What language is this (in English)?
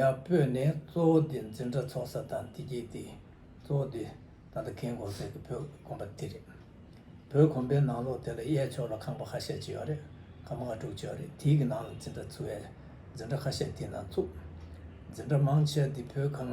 Tibetan